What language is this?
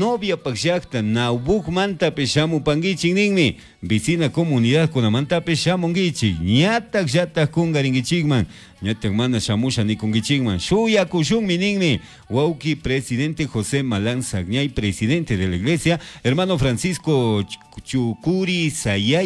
Chimborazo Highland Quichua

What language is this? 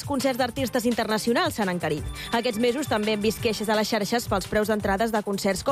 Catalan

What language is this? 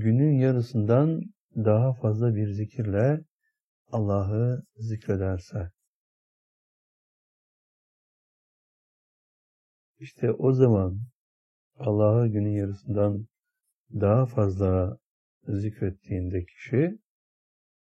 Turkish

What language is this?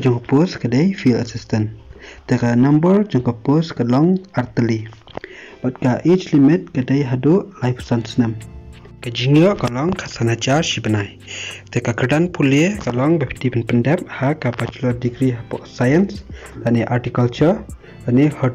Khasi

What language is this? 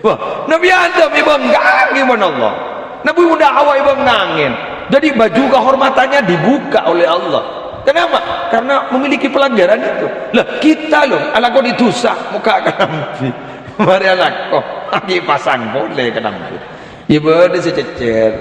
Madurese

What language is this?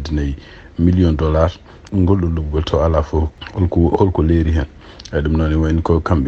Fula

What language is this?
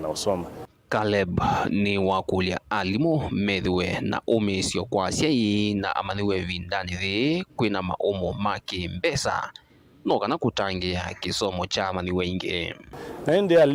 Kamba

